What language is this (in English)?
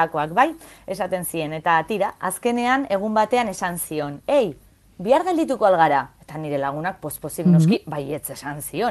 Basque